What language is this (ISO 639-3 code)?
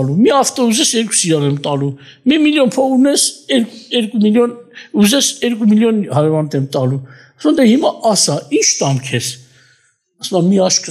hye